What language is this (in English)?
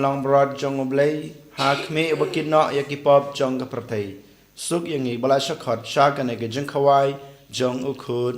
Khasi